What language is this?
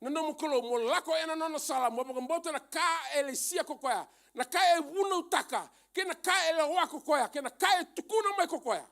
Fijian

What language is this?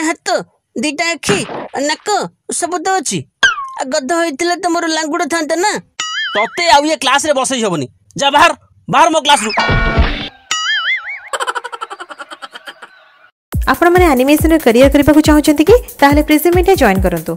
Odia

